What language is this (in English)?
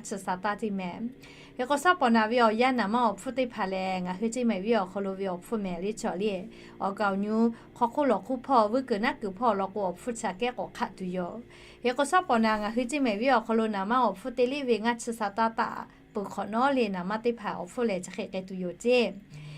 Lahu